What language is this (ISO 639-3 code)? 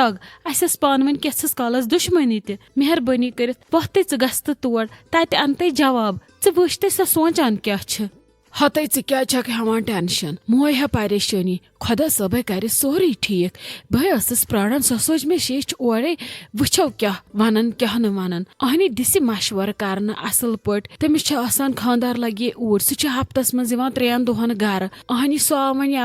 kas